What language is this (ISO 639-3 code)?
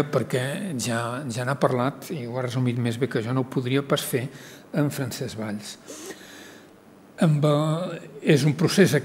cat